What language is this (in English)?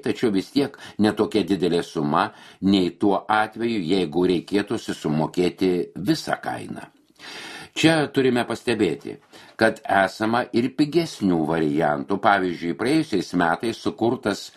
Lithuanian